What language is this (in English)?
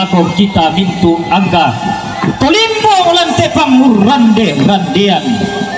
Toraja-Sa'dan